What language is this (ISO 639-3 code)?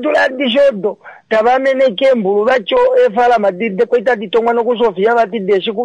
kua